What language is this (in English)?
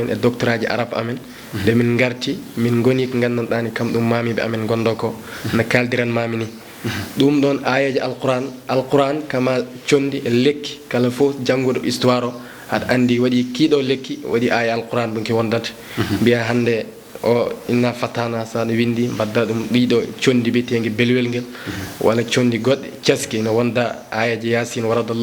Fula